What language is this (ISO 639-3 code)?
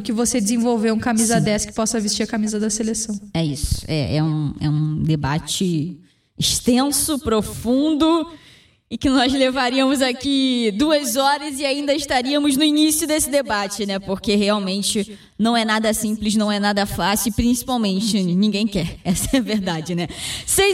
por